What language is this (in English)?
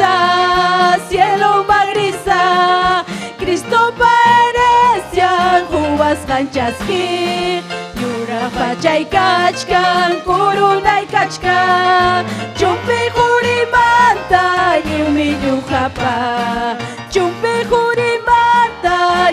Ayacucho Quechua